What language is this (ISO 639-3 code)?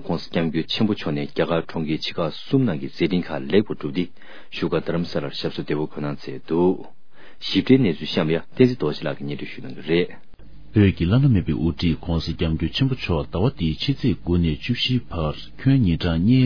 bod